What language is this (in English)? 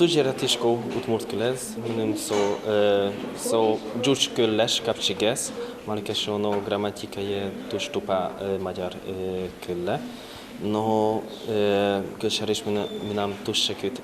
Udmurt